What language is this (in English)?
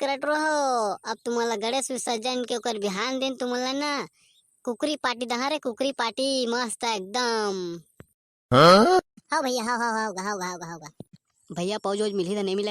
Chhattisgarhi